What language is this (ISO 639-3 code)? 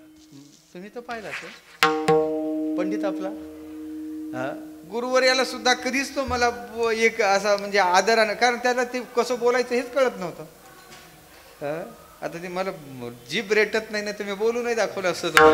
mar